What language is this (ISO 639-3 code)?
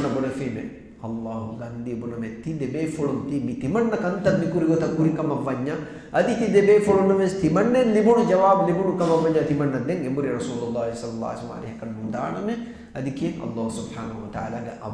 div